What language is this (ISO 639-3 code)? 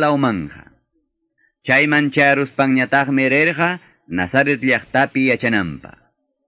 que